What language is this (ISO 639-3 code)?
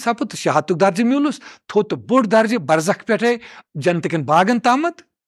kas